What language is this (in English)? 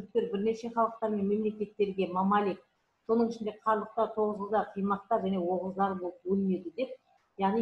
Kazakh